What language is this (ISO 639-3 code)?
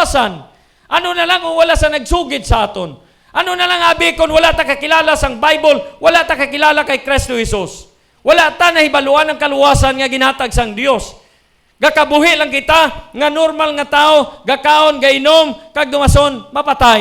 hil